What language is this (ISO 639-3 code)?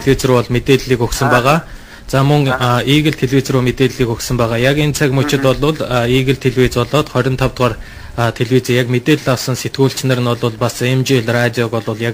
mon